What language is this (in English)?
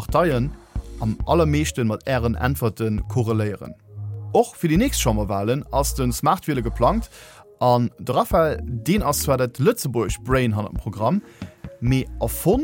Luxembourgish